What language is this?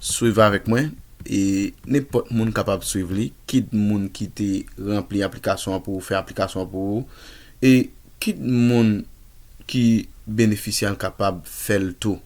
Haitian Creole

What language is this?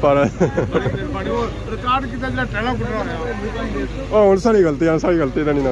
Pahari-Potwari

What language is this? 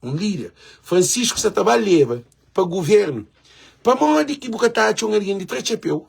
Kabuverdianu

